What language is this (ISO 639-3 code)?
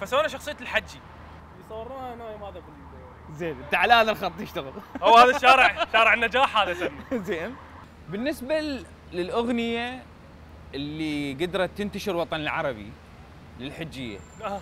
acm